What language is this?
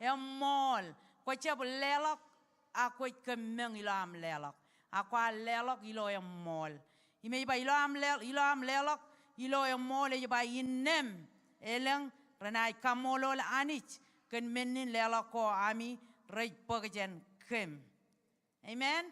Marshallese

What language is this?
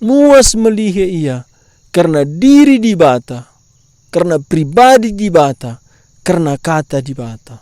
Batak Karo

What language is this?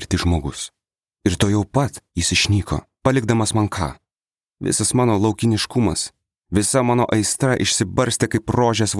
Lithuanian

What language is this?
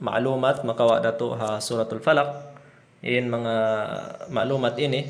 Tausug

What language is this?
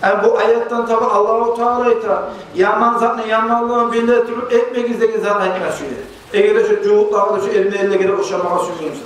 Kumyk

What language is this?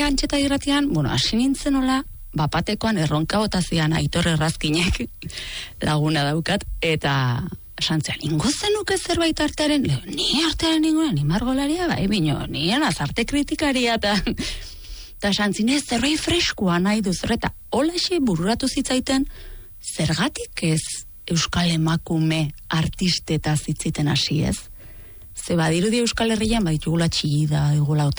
Basque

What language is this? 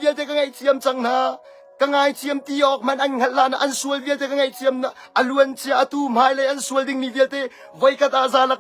Hakha Chin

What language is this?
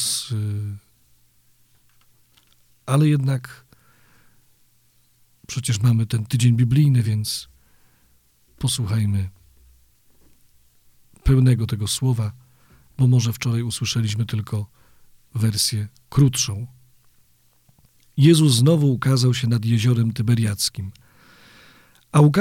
Polish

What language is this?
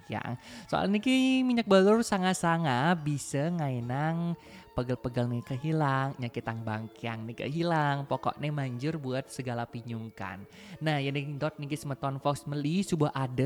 Balinese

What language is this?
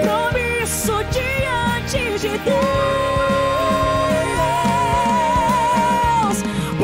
Portuguese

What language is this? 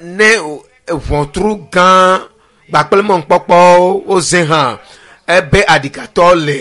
Ewe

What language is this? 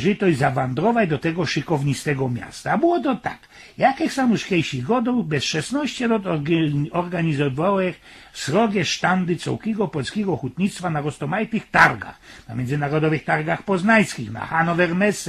Silesian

